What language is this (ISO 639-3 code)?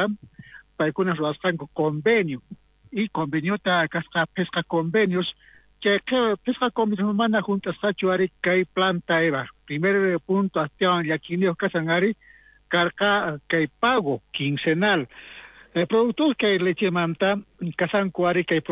quh